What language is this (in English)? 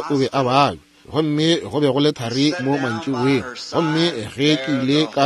Northern Sotho